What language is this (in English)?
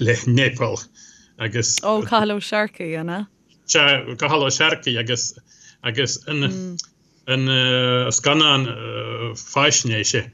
Irish